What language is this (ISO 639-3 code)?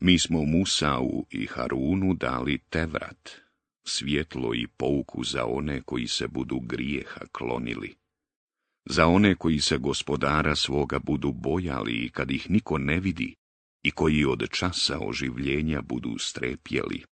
bos